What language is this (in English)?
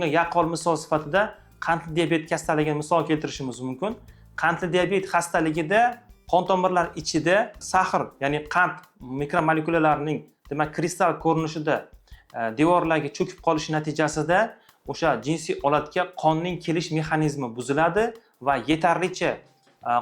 Uzbek